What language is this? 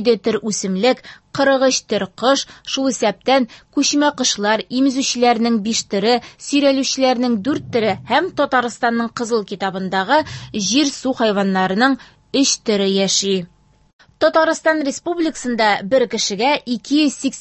Tatar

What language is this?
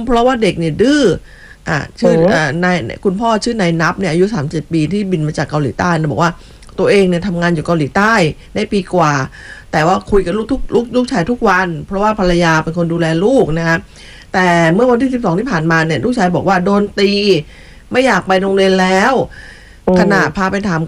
Thai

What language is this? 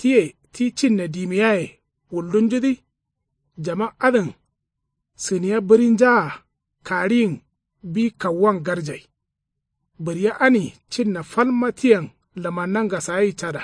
Kanuri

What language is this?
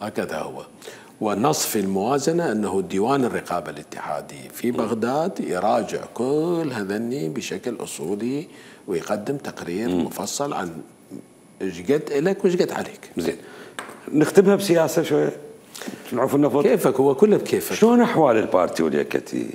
Mesopotamian Arabic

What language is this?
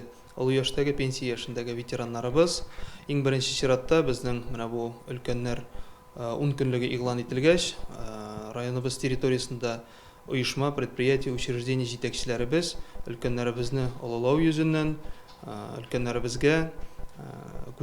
Tatar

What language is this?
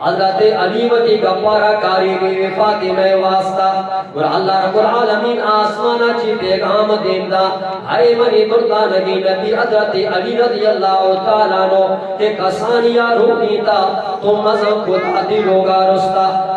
Eastern Balochi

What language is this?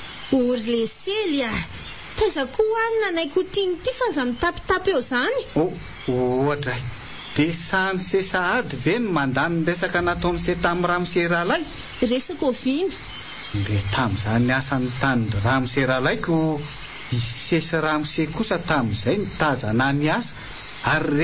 Malagasy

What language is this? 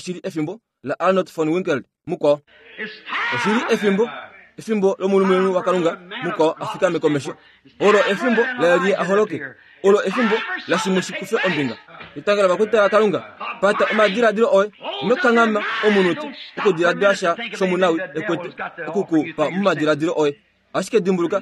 Kuanyama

